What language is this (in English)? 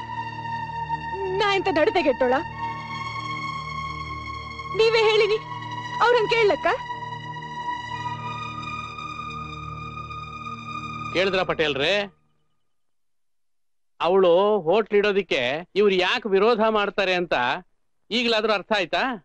Kannada